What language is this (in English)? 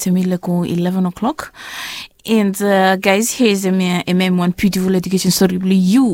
Bislama